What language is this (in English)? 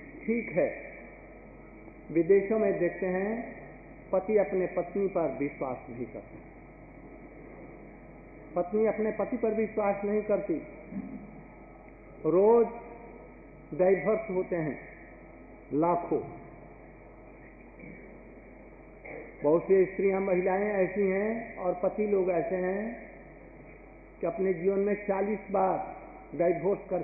Hindi